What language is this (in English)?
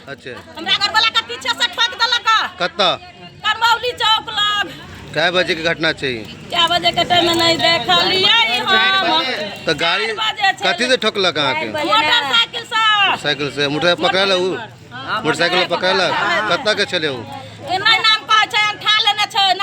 Maithili